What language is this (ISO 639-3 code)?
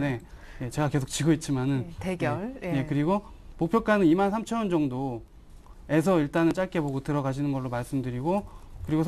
kor